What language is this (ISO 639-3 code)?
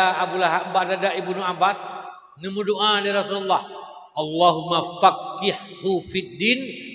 ace